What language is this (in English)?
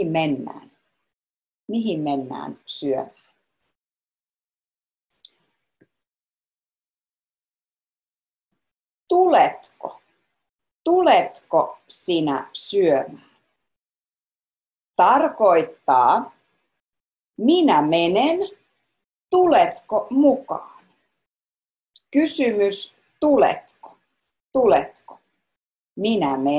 Finnish